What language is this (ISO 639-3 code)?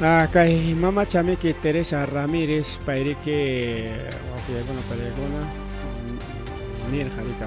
quy